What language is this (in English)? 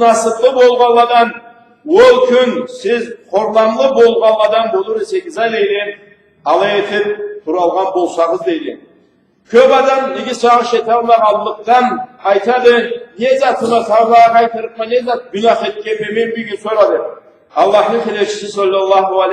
Karachay-Balkar